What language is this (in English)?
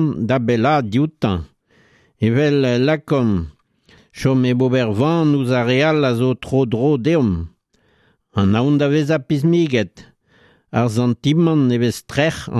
Breton